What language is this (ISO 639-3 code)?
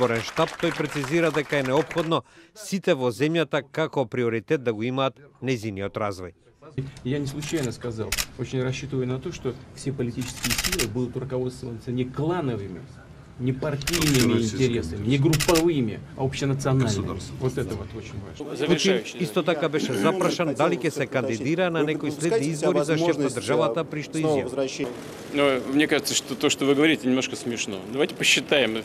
mkd